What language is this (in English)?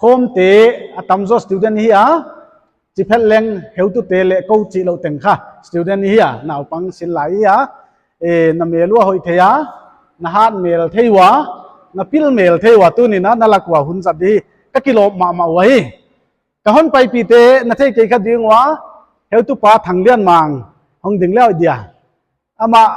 Paite Chin